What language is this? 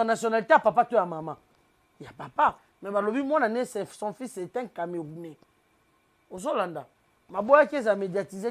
Lingala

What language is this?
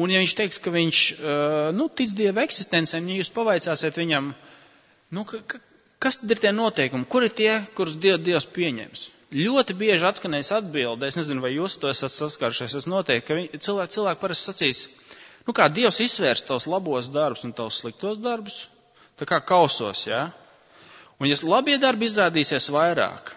Latvian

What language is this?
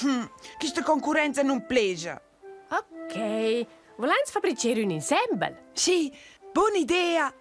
Romansh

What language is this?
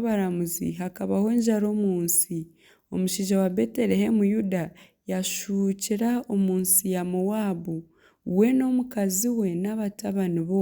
Nyankole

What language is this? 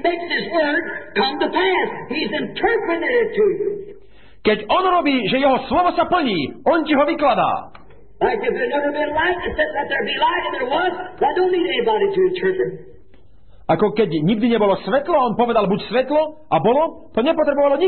Slovak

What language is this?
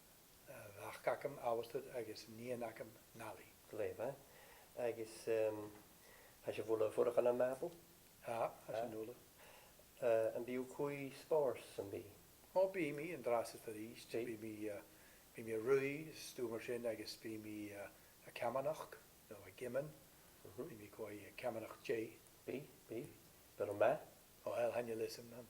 Scottish Gaelic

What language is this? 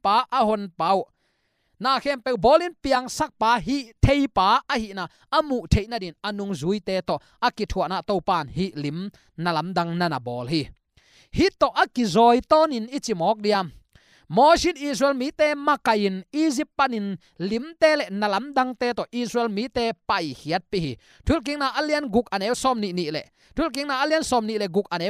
Tedim Chin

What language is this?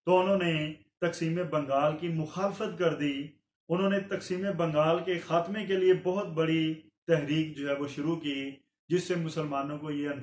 Urdu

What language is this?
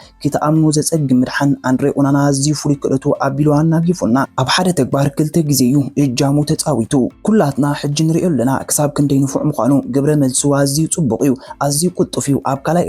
Tigrinya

